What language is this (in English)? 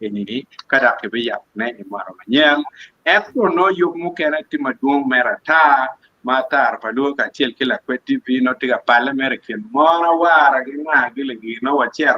Acoli